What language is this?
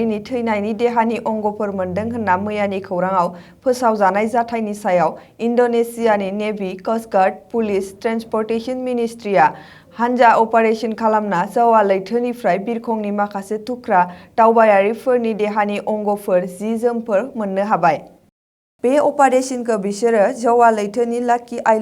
Bodo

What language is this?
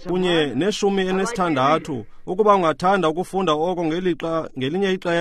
Xhosa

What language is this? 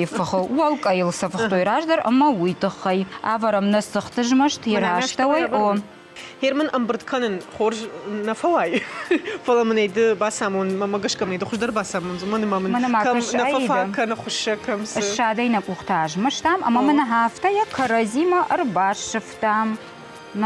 Ossetic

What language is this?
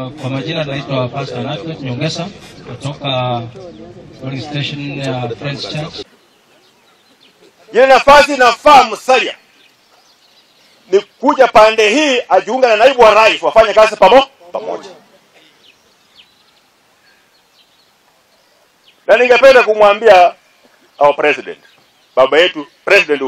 Swahili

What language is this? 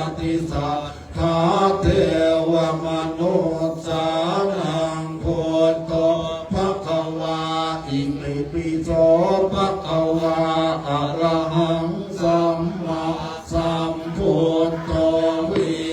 Pali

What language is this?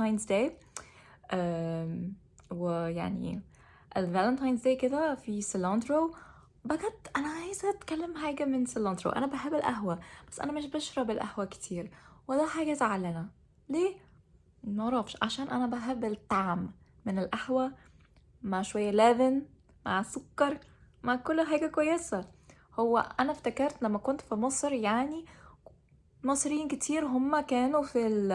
Egyptian Arabic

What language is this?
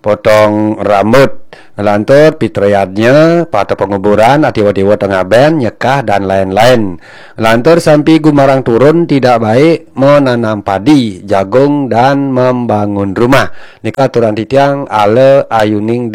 Balinese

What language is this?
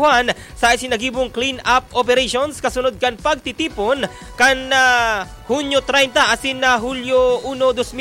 Bikol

